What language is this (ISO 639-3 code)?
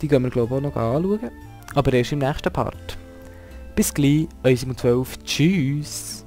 gsw